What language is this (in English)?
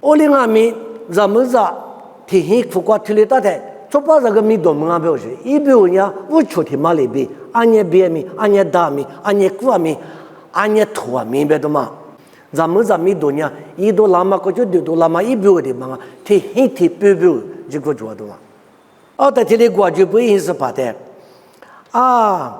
Lisu